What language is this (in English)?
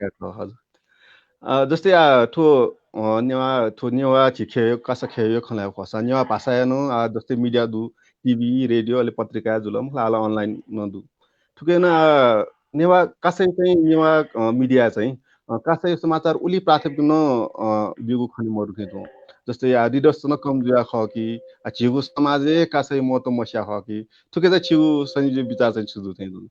Newari